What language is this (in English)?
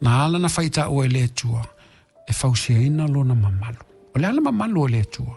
Samoan